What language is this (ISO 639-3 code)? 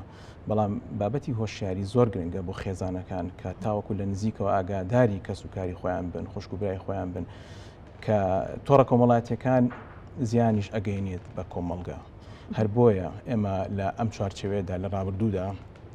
ckb